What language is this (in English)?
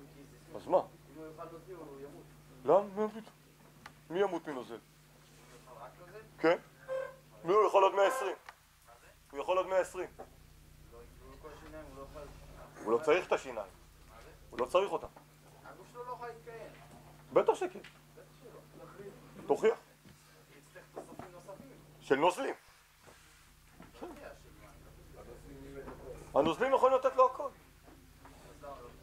Hebrew